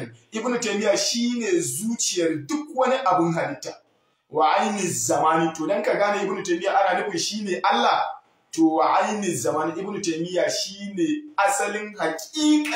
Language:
Hausa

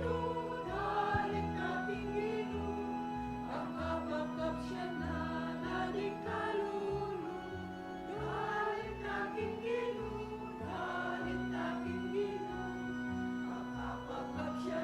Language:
Pampanga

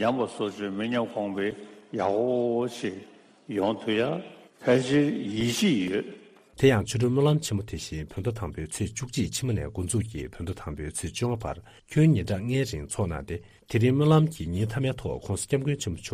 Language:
Tibetan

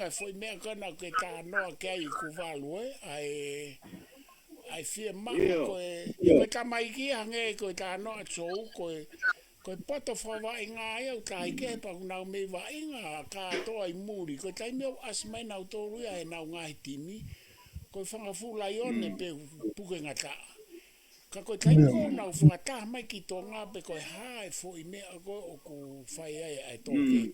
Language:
Tongan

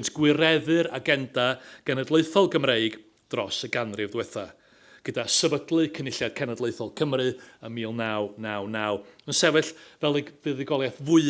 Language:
Welsh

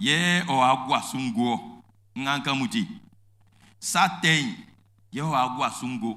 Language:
Baoulé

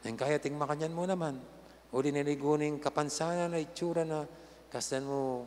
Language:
Pampanga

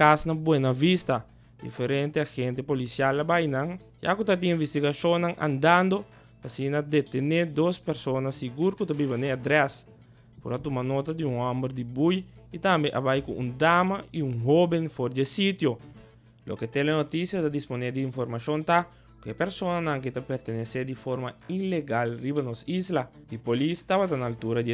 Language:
Papiamento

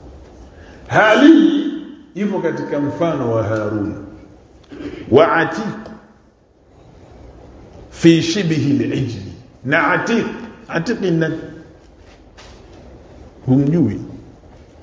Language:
Swahili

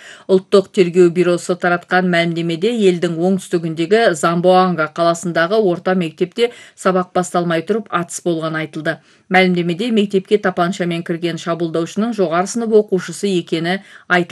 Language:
Kazakh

